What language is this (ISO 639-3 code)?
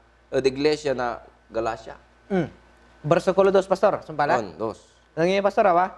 pag